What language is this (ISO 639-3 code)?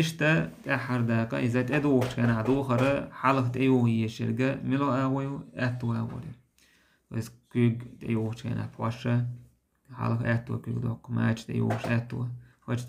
che